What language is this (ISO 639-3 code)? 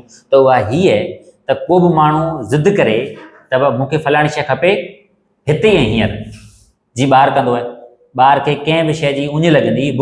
snd